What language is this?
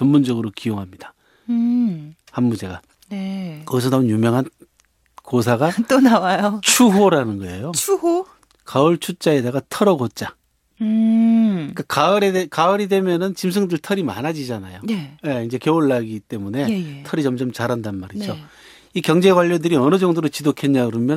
Korean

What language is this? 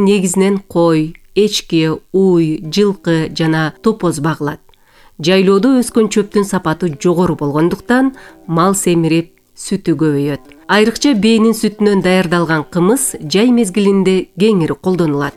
Kyrgyz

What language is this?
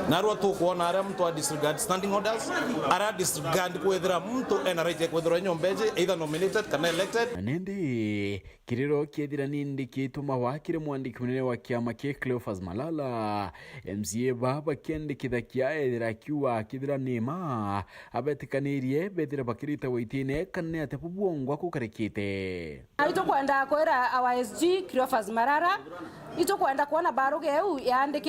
Meru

